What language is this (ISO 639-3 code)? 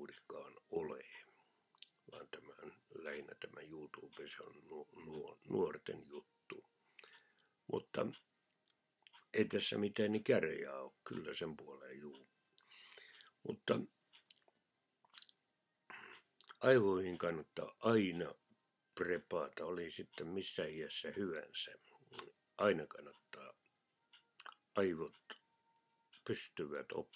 fin